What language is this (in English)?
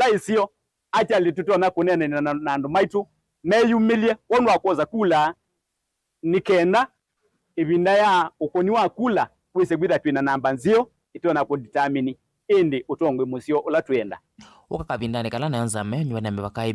Kamba